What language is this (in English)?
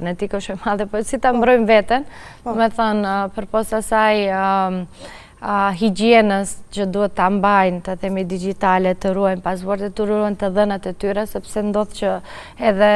Albanian